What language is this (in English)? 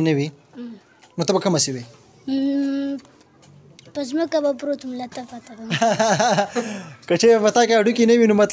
Pashto